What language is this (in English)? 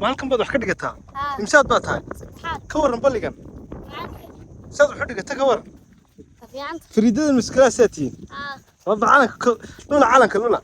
Somali